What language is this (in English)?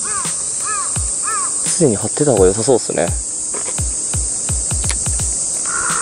Japanese